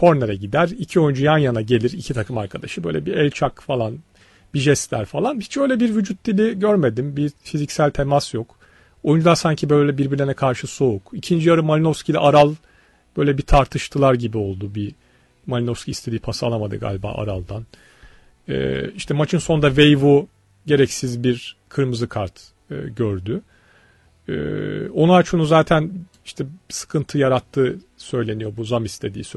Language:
Turkish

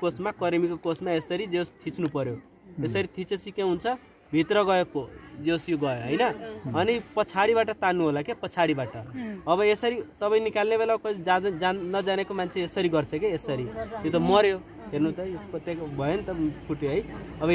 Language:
Nepali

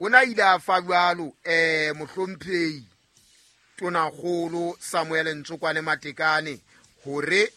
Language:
Southern Sotho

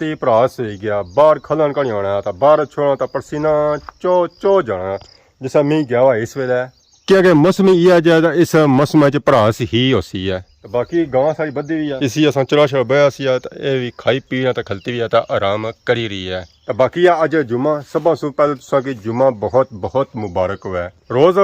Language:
Pahari-Potwari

